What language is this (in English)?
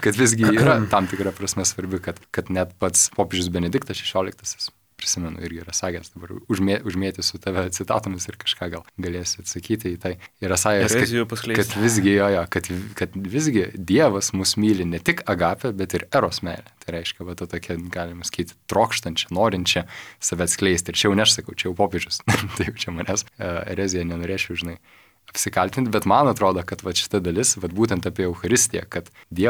Lithuanian